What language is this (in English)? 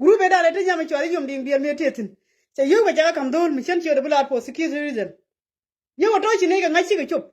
Nuer